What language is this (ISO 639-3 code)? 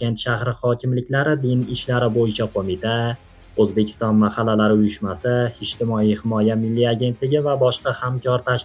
uzb